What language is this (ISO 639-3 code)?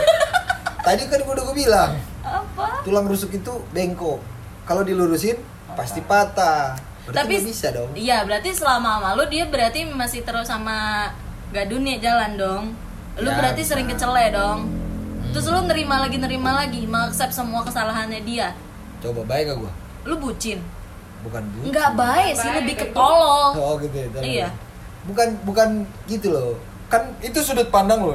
ind